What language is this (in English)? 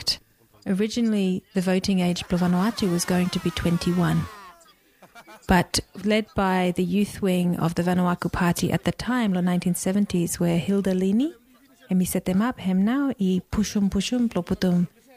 English